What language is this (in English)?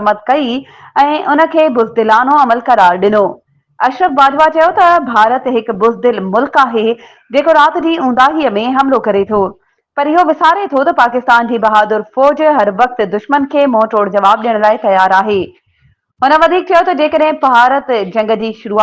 Sindhi